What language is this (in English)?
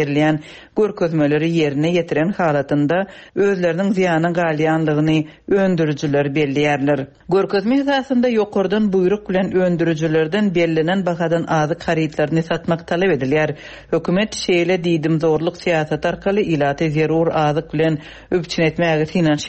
Turkmen